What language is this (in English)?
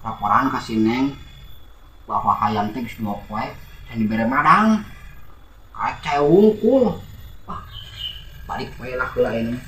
Sundanese